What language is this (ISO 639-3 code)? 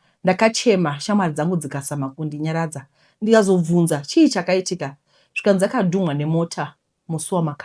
sna